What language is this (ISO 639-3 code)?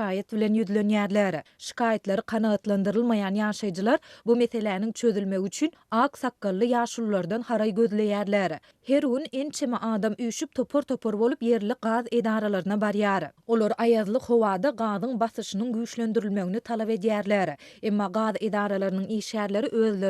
tuk